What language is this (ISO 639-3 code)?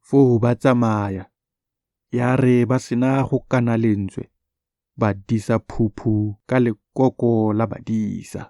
tsn